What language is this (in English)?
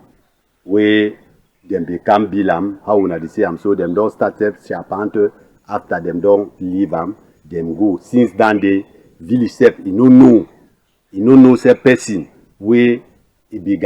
Cameroon Pidgin